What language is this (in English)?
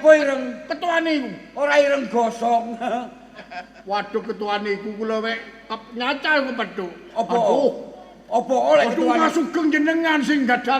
Javanese